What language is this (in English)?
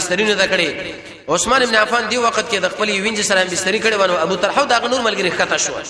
Pashto